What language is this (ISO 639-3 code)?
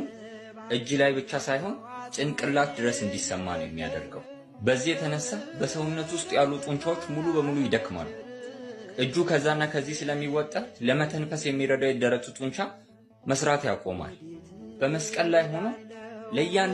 amh